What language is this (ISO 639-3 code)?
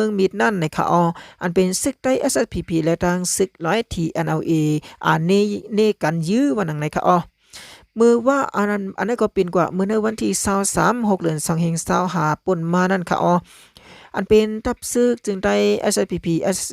shn